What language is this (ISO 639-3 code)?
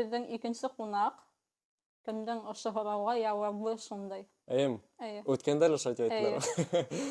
bak